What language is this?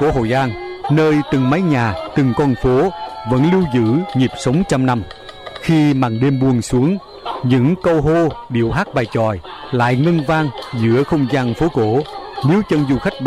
Vietnamese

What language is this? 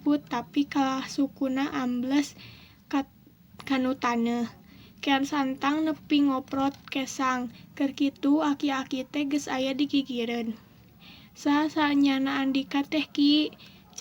Sundanese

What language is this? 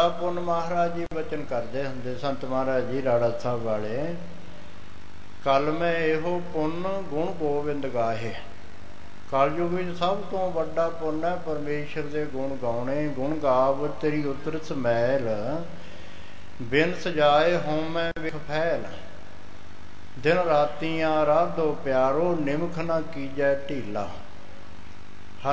Punjabi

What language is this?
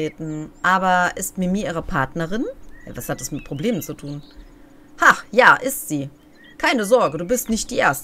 German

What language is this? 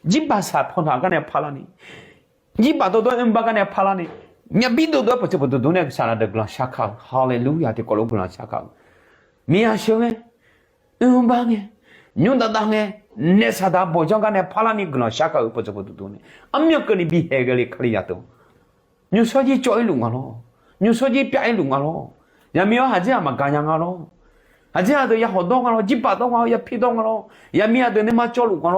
Akha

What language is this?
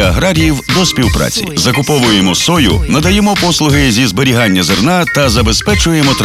Ukrainian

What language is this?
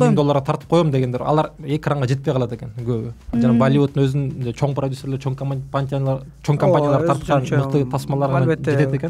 Kyrgyz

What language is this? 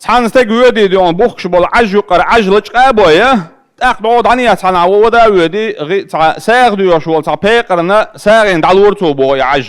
Chechen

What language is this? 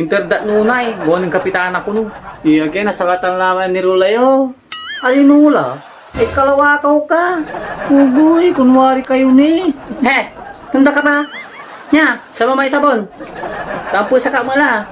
Pangasinan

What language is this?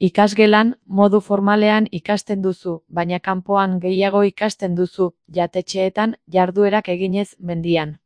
Basque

